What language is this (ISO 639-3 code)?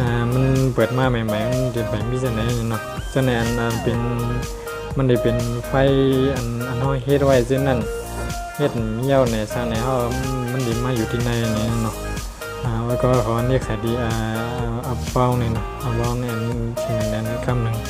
shn